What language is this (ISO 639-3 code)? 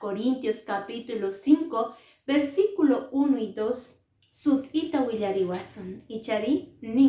que